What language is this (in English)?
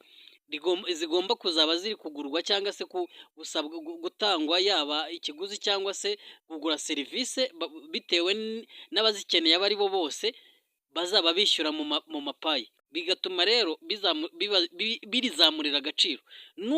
Kinyarwanda